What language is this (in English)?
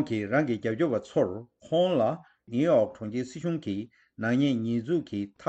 Tibetan